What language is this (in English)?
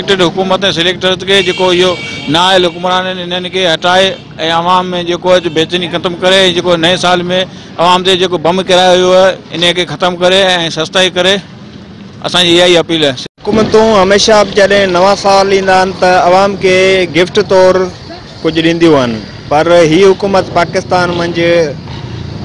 Sindhi